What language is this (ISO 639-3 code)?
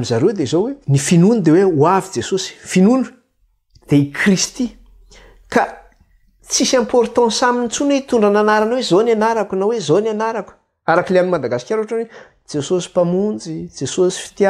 mlg